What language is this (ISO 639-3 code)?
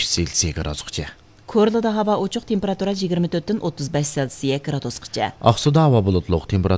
uig